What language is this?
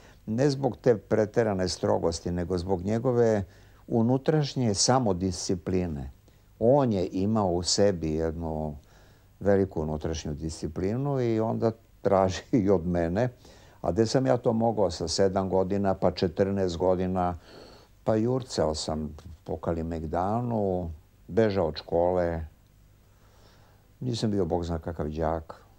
Serbian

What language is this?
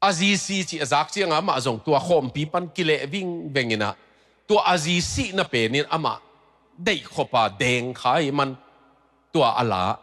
Tedim Chin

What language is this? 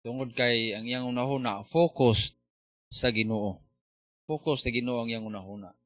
Cebuano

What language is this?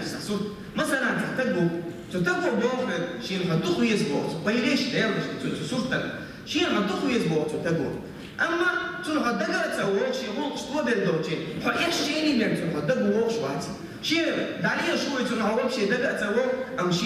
Chechen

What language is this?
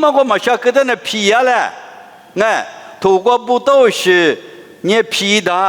Lisu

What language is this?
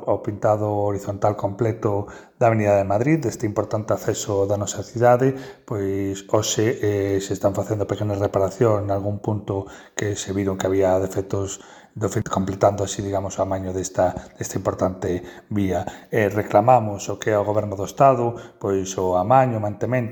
Galician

